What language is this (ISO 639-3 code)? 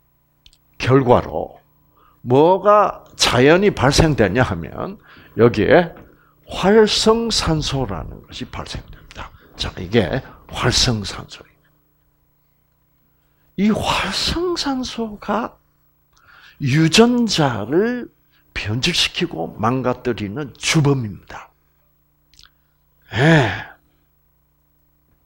kor